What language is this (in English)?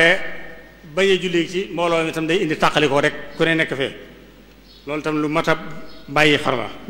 Wolof